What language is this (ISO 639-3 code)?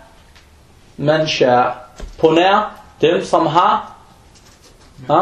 dan